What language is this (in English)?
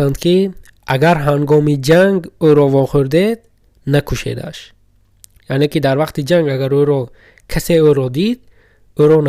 Tajik